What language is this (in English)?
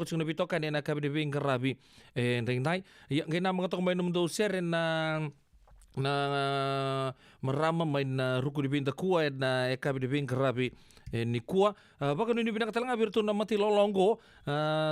Fijian